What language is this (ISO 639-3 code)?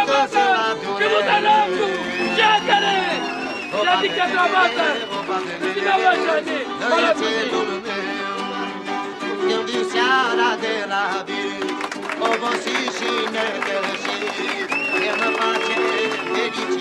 ron